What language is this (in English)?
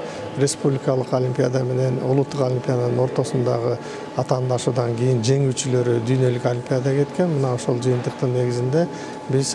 Kyrgyz